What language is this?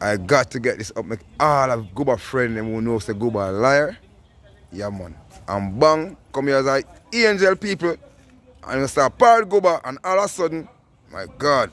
Jamaican Creole English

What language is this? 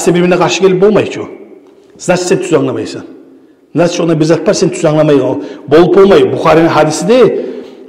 Kumyk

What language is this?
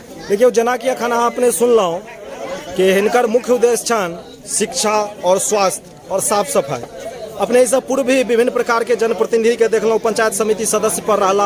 Maithili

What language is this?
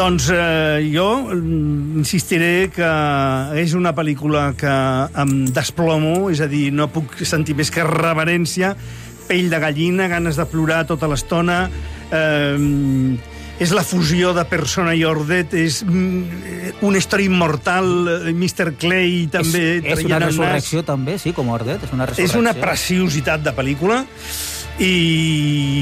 Catalan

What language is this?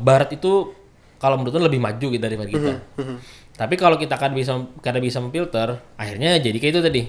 Banjar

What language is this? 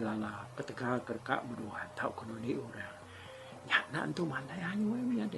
Iban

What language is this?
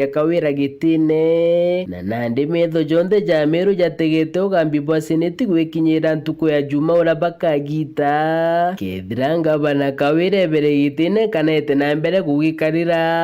Meru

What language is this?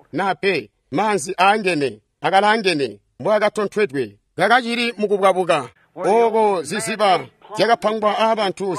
Tonga (Zambia)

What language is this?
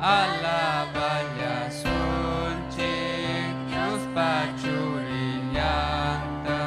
Ayacucho Quechua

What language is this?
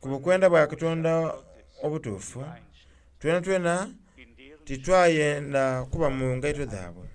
Soga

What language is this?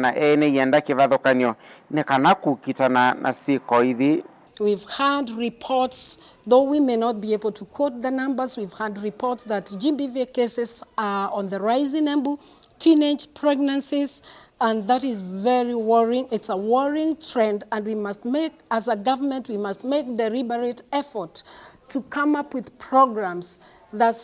Kamba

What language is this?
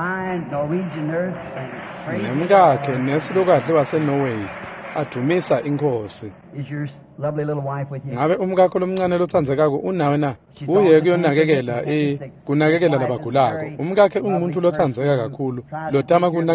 Swati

